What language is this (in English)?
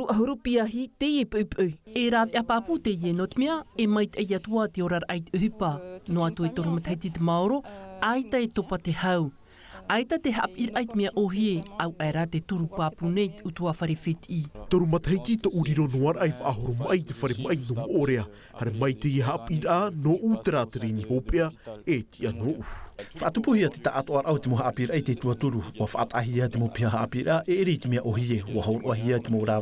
Tahitian